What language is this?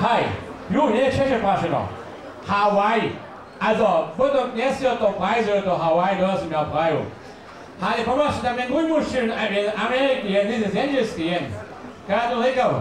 Upper Sorbian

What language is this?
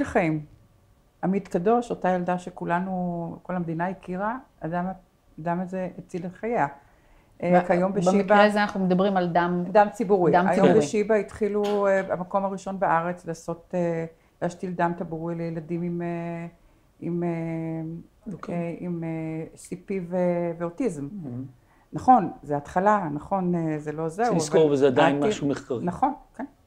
Hebrew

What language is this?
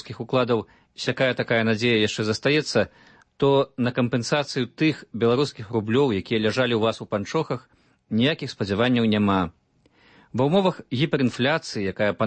Belarusian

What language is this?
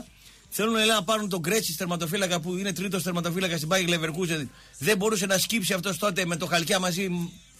Greek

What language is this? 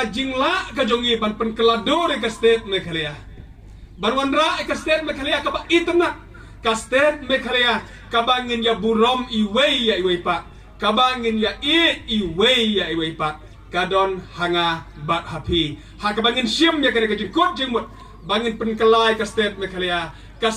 Khasi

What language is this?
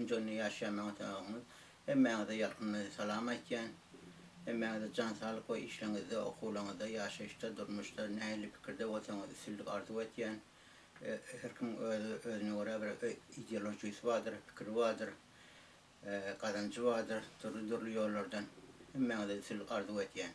Turkmen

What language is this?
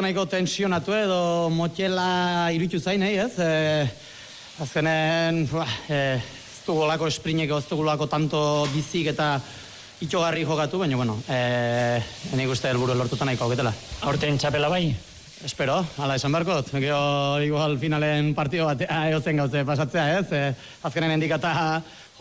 Basque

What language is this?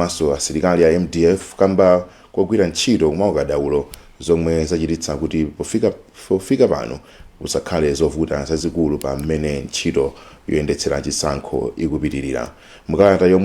Nyanja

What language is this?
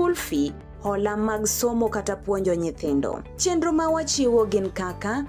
Luo (Kenya and Tanzania)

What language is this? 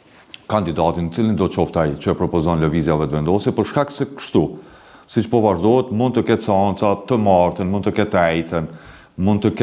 Albanian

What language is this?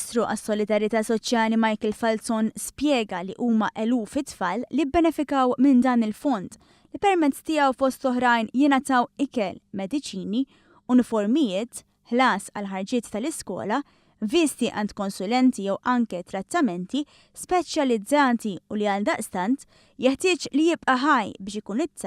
Maltese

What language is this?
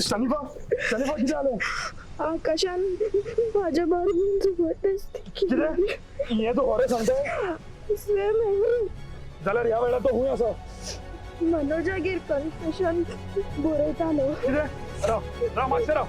Konkani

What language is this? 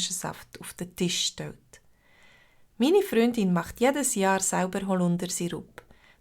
Swiss German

